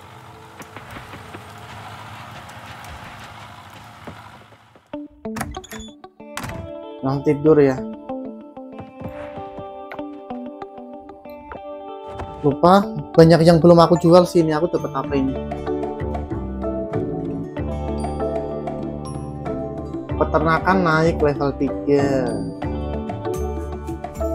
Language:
Indonesian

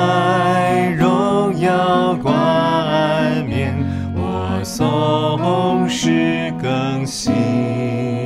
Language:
Chinese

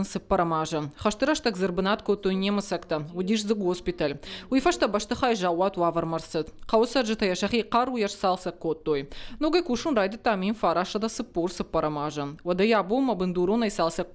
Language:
Ossetic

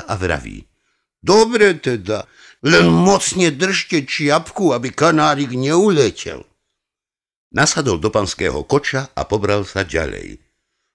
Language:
Slovak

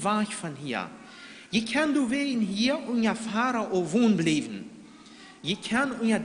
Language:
Plautdietsch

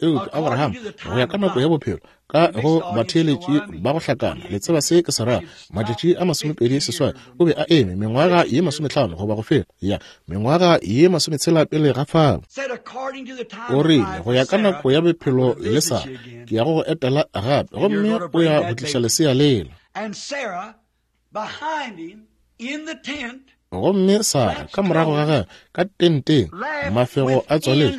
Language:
Northern Sotho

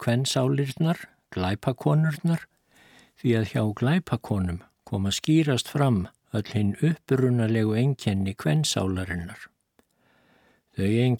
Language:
Icelandic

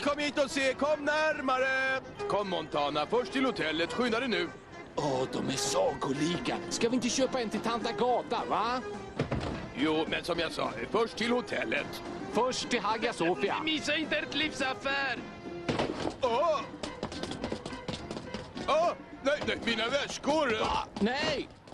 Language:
Swedish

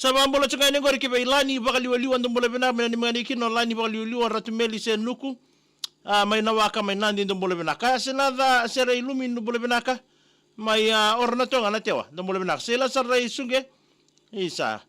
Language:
Fijian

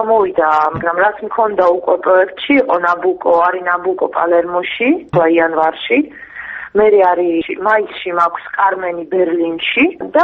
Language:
Georgian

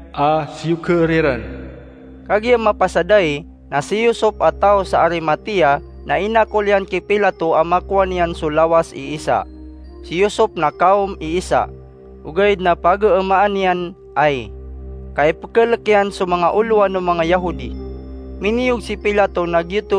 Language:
Maranao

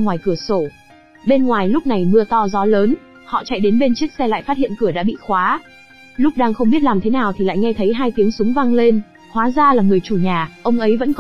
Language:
Vietnamese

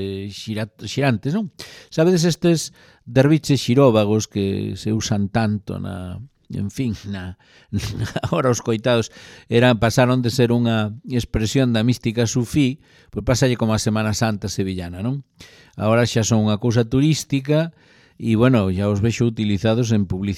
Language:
Galician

